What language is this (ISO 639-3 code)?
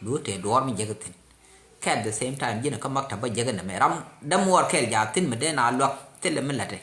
nus